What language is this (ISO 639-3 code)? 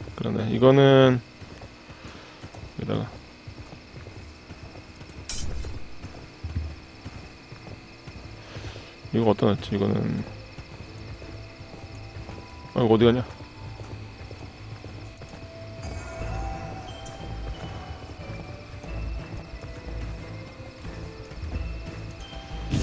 kor